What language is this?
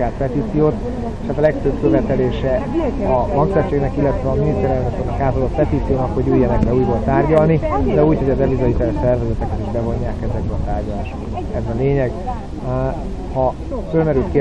Hungarian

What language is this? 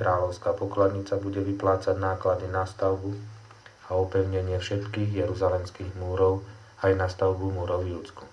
Slovak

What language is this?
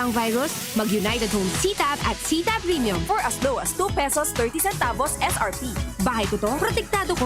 Bikol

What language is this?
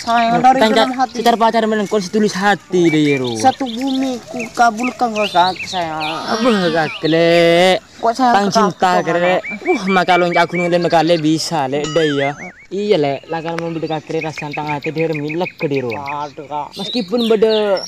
Madurese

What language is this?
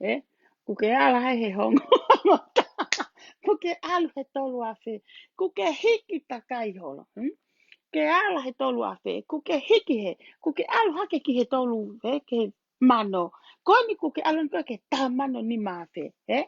Tongan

